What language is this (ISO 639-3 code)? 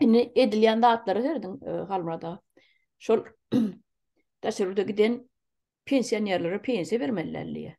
tuk